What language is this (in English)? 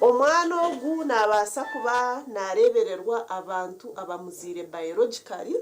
Nyankole